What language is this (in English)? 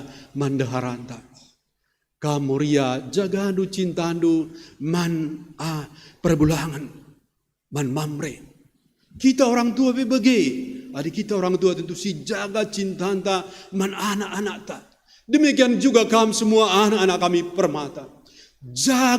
Batak Karo